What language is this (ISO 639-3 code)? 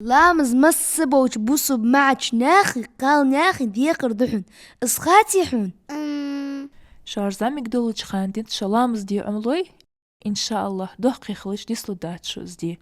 inh